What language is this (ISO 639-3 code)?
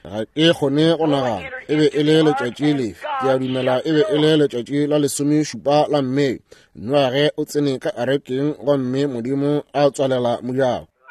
nso